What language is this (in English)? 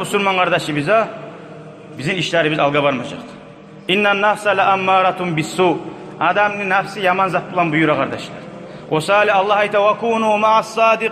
Kumyk